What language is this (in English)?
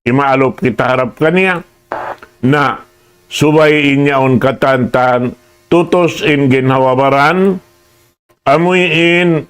Tausug